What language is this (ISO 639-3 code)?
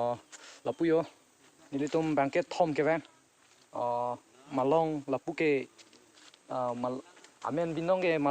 mjw